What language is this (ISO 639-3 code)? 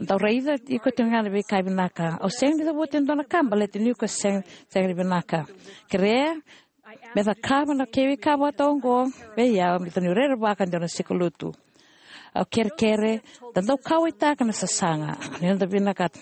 fij